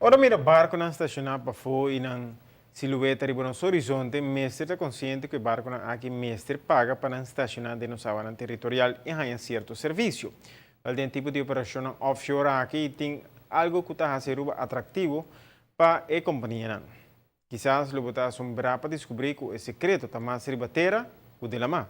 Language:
Papiamento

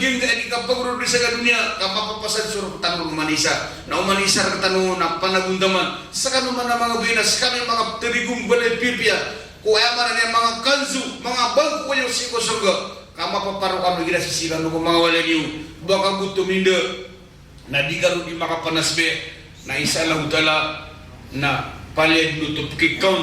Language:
Maranao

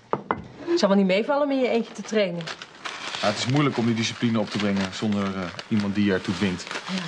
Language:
Dutch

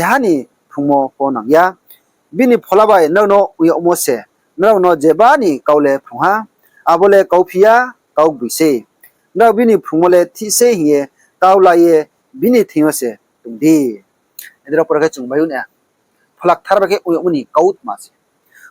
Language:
Riang (India)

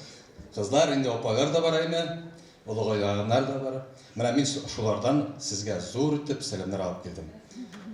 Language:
Bashkir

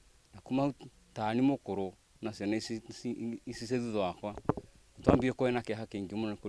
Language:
Kikuyu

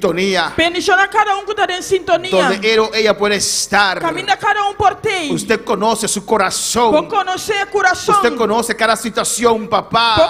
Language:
Papiamento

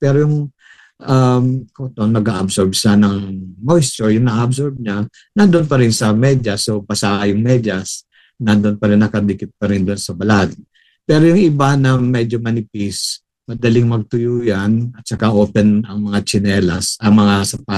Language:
Filipino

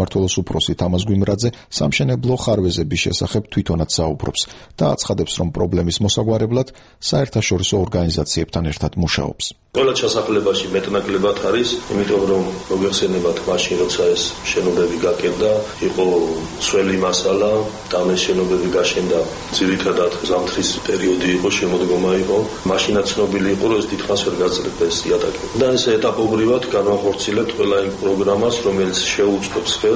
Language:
Georgian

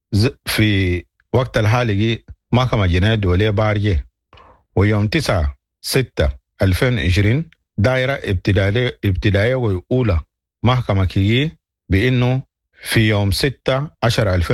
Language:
Sudanese Arabic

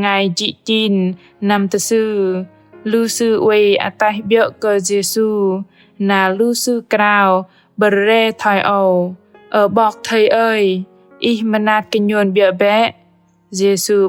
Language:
Bahnar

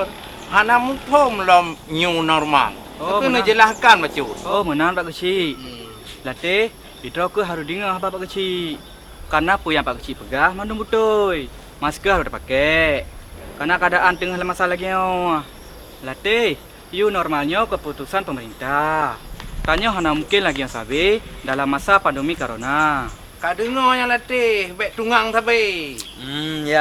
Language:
Achinese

